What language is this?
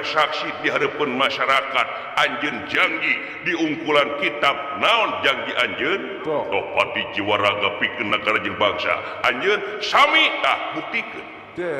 Sundanese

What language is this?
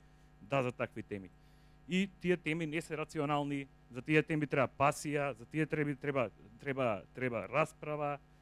Macedonian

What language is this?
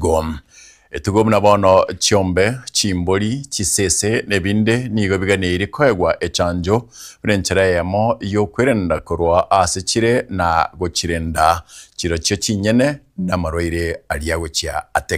Gusii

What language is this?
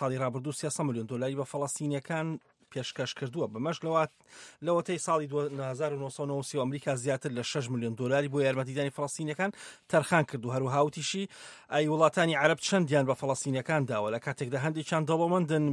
Central Kurdish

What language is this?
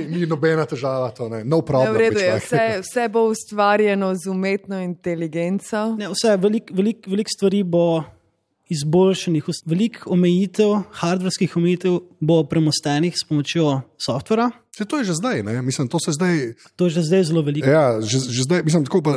Slovenian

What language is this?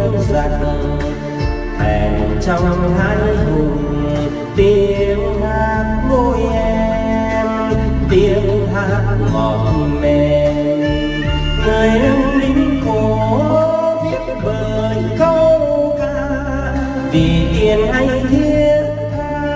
Vietnamese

